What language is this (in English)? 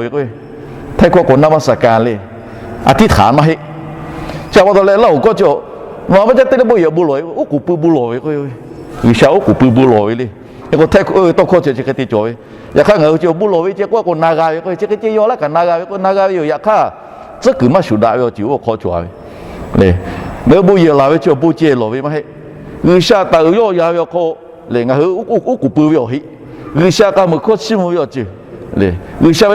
Lahu